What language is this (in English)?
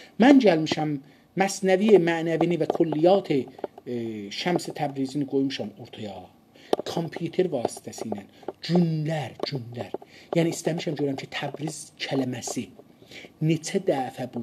South Azerbaijani